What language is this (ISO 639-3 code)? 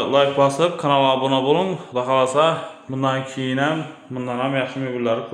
uzb